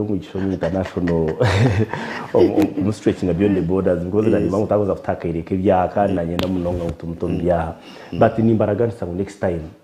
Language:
Nyankole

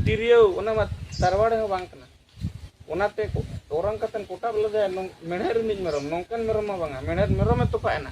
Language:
Santali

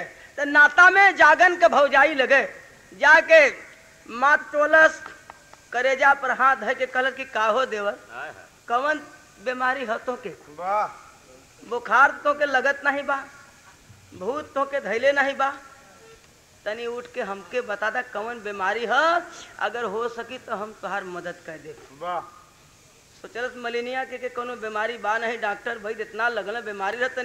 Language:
Bhojpuri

